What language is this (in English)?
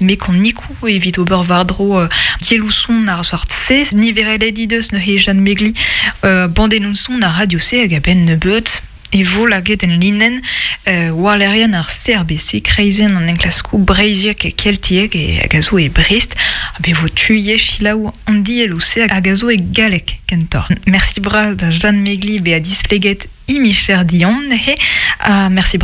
Breton